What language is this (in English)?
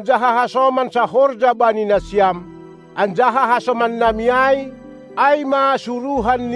Batak Simalungun